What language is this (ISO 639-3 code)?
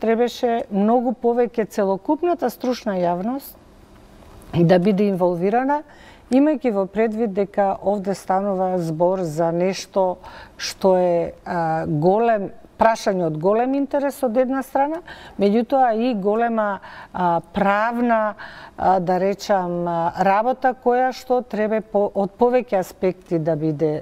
mkd